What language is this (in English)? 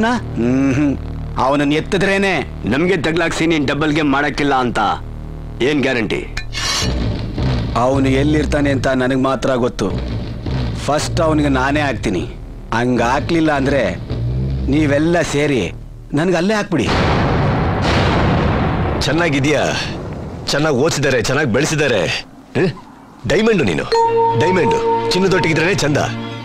Kannada